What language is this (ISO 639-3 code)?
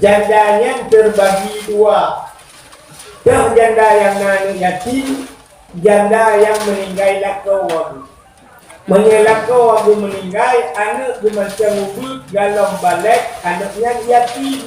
ace